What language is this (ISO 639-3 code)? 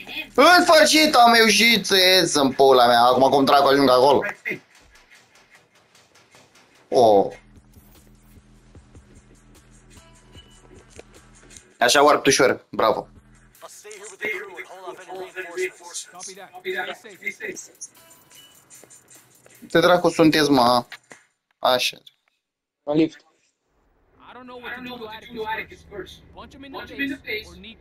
ron